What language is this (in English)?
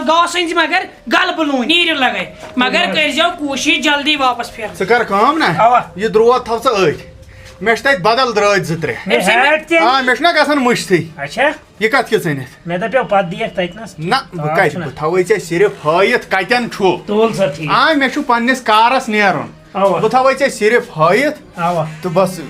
Kashmiri